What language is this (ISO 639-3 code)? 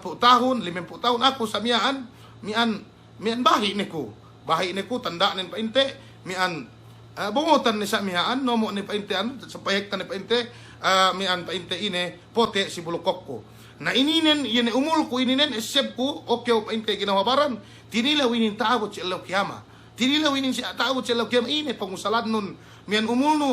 yka